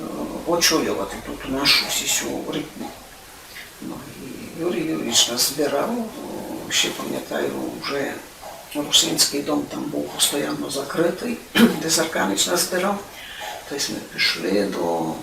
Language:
Rusyn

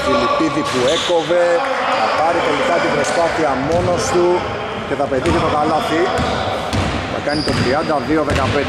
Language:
Greek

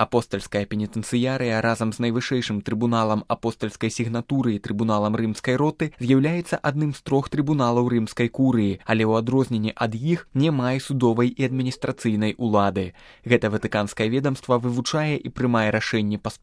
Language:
Belarusian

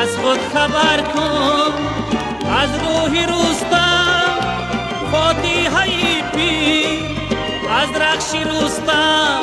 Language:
Tajik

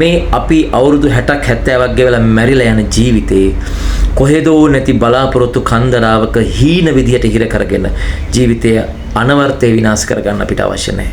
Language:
Sinhala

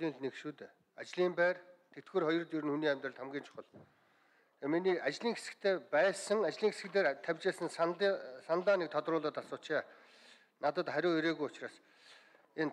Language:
Mongolian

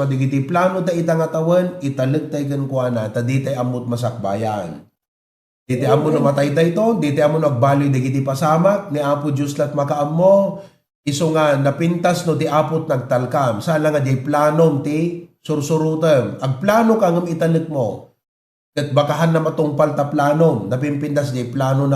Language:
Iloko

